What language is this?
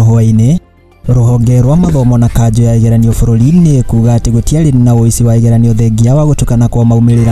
Kikuyu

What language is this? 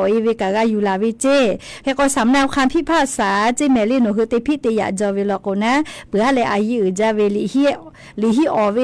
Lahu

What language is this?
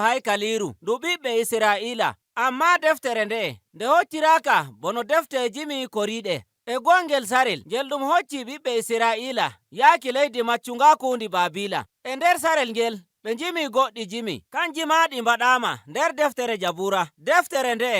Nigerian Fulfulde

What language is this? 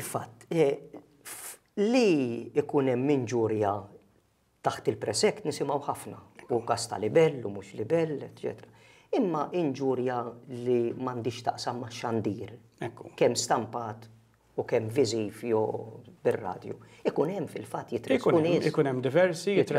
Maltese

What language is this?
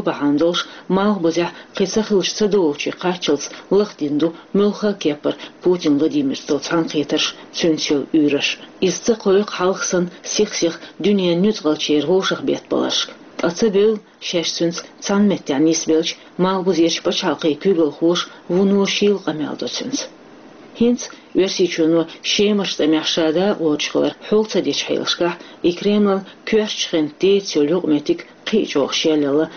Chechen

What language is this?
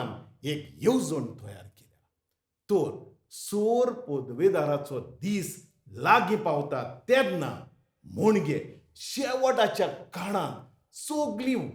Konkani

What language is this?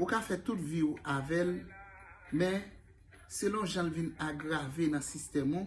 Haitian Creole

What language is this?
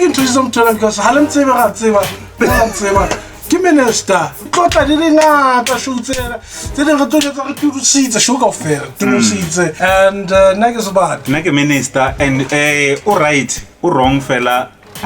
Southern Sotho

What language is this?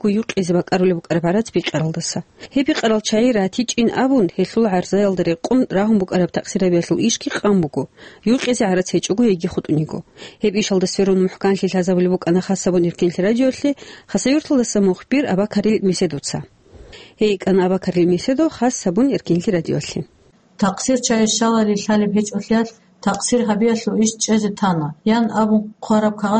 Avaric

